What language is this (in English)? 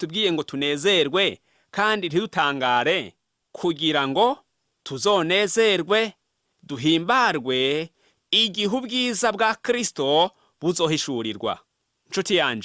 Rundi